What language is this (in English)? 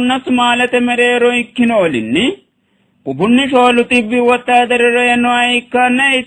Sidamo